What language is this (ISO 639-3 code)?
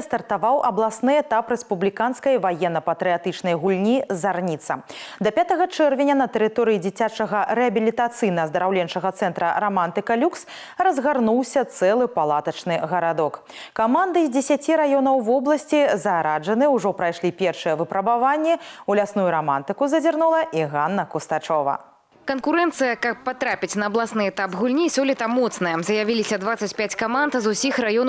bel